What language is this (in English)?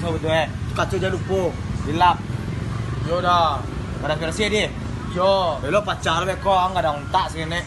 Minangkabau